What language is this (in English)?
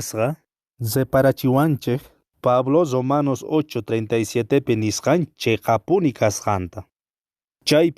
Quechua